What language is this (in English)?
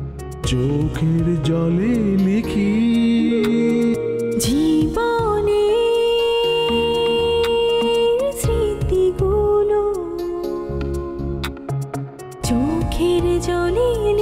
Bangla